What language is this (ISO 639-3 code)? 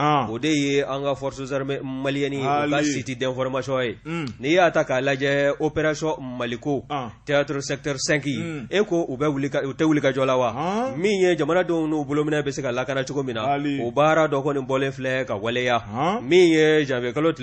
bam